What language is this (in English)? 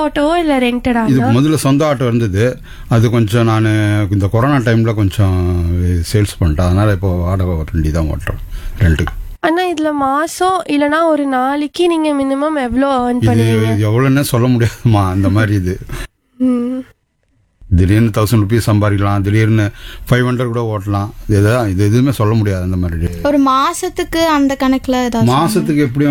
Tamil